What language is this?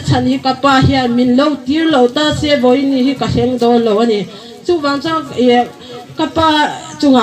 Hmar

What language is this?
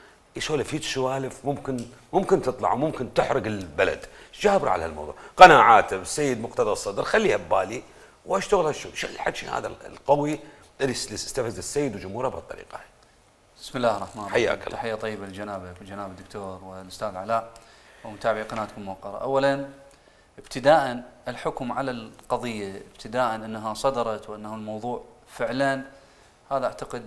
Mesopotamian Arabic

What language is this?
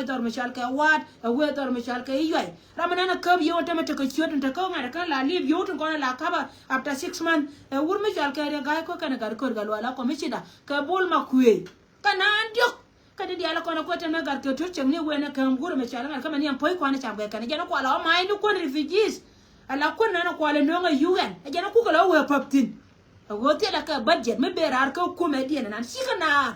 Nuer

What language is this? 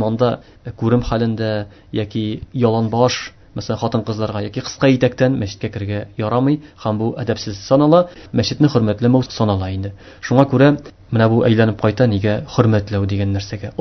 Tatar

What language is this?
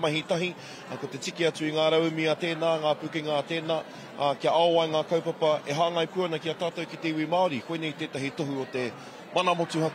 Māori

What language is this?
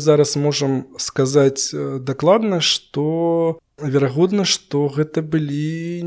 Belarusian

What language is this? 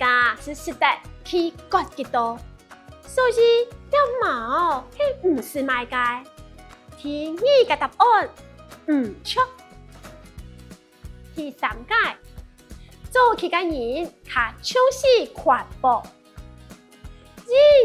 Hakka Chinese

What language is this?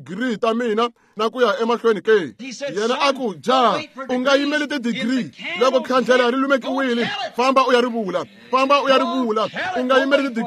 Tsonga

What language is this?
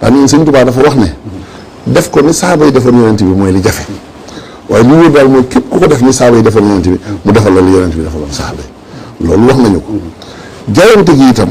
Wolof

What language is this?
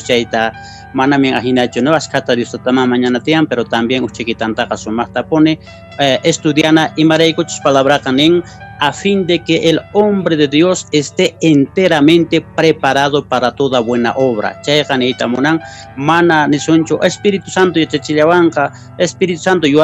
Quechua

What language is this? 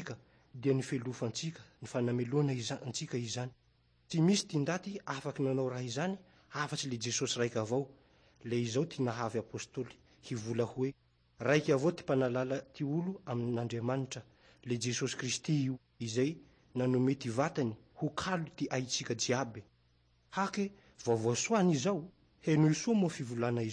Malagasy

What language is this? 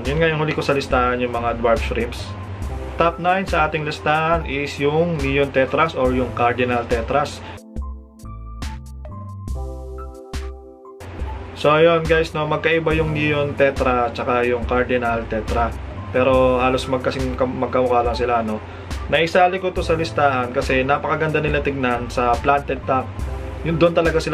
Filipino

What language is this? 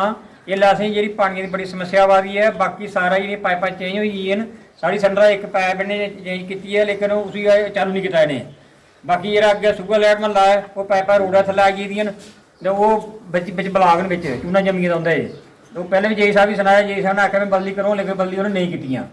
Dogri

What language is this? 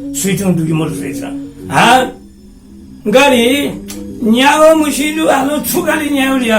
Newari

